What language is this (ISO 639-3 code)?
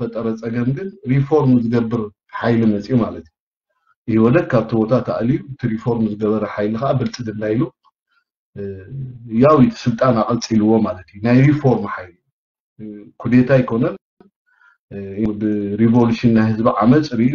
tir